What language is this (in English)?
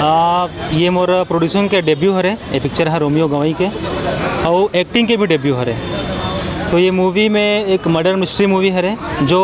Chhattisgarhi